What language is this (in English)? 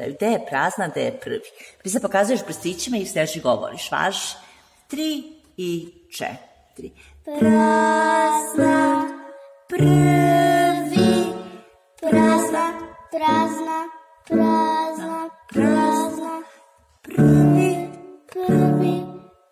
Serbian